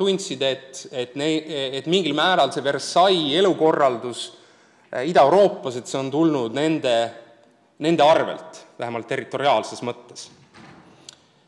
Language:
Estonian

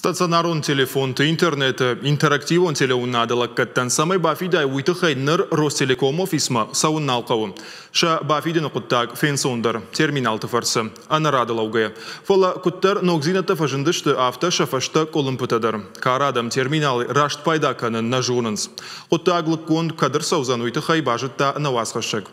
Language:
Ossetic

